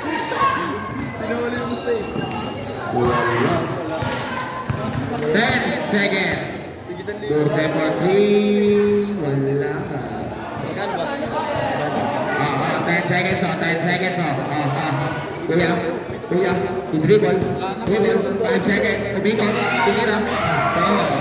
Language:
Filipino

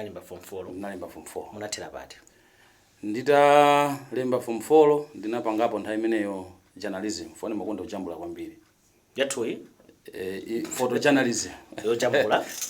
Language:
Nyanja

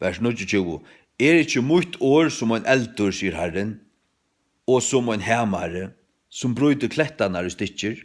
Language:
Faroese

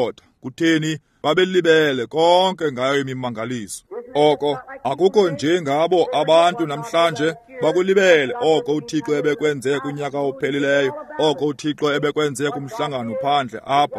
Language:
Xhosa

